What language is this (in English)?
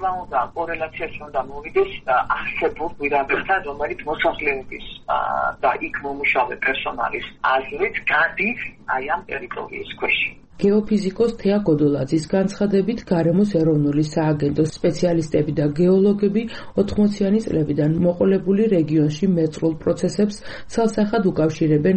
Georgian